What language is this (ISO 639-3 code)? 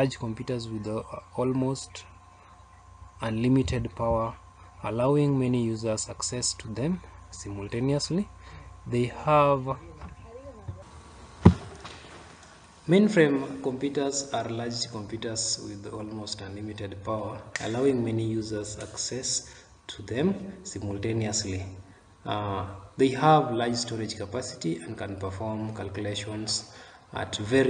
eng